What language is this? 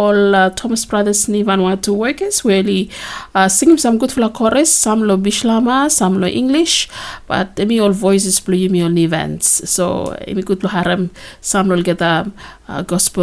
Bislama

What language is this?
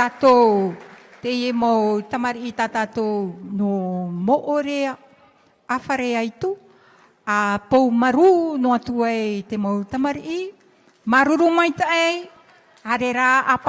Tahitian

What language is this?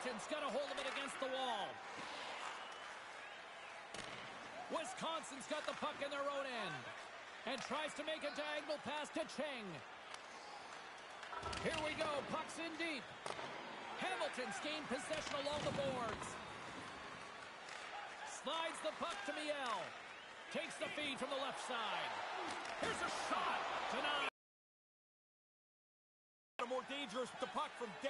English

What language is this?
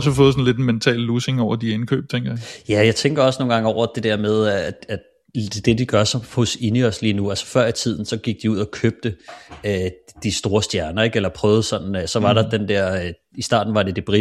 Danish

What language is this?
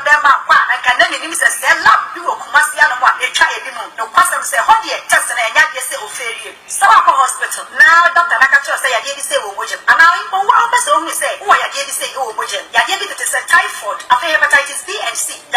Akan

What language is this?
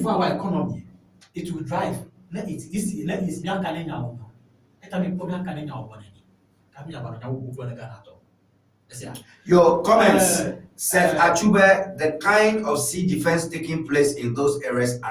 Ewe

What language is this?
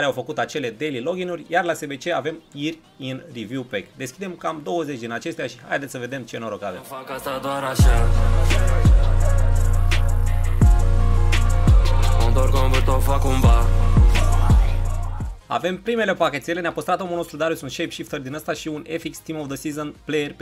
Romanian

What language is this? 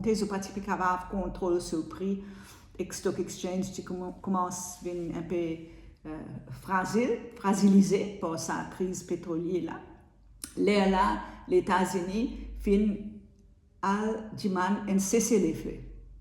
Morisyen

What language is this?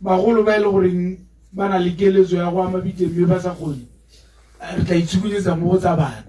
Tswana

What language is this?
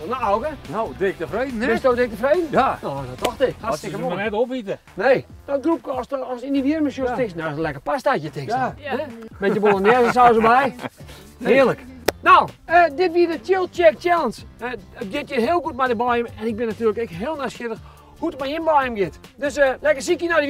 Western Frisian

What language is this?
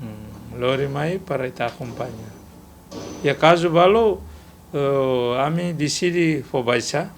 Tetum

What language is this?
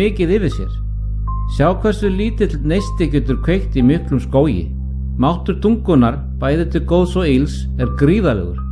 Icelandic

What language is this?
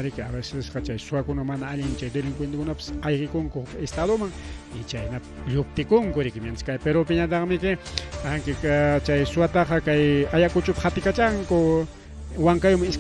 Ayacucho Quechua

